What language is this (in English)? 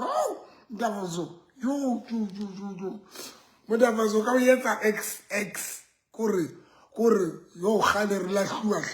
Southern Sotho